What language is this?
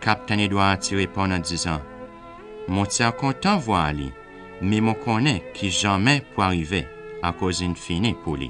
Seselwa Creole French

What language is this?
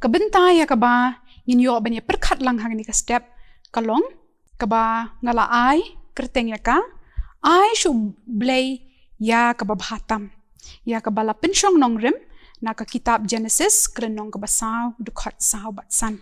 Khasi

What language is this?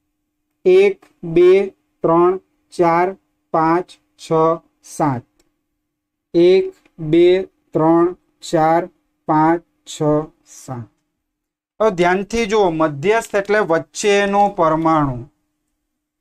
Gujarati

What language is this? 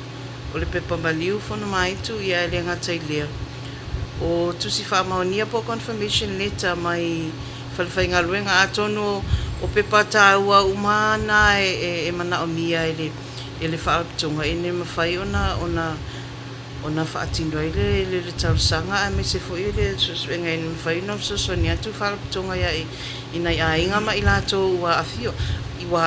Samoan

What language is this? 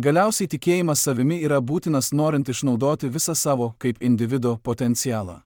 Lithuanian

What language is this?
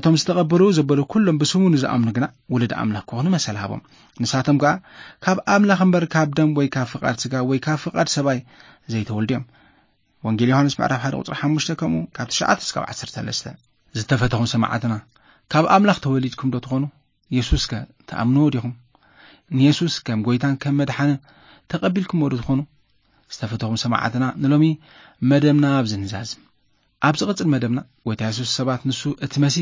Tigrinya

